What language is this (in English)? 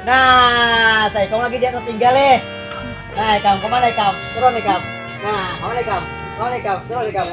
Banjar